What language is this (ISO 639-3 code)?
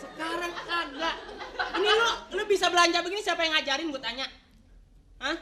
bew